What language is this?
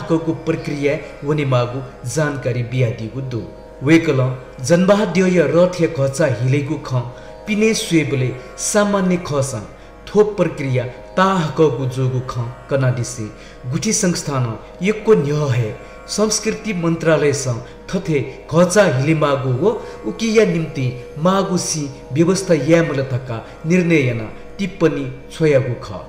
Newari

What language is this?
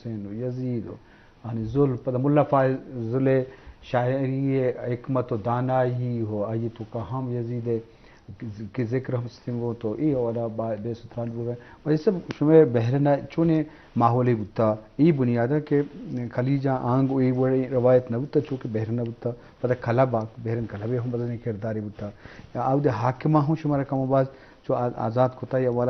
Baluchi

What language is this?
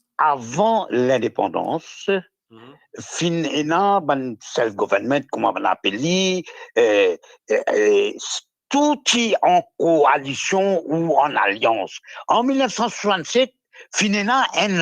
Morisyen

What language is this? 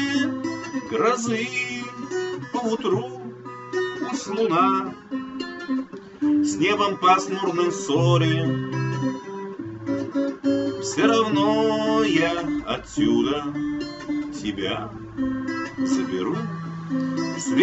Russian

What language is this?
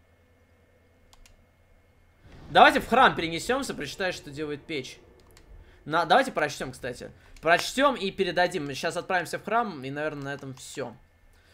Russian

